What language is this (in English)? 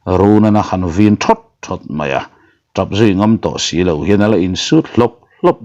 Mizo